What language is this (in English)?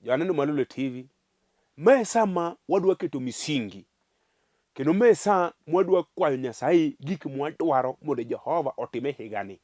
Luo (Kenya and Tanzania)